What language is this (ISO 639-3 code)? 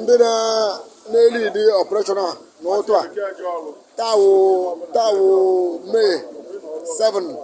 ibo